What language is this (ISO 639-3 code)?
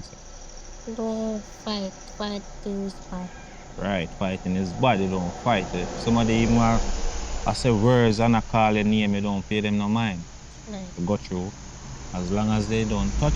jam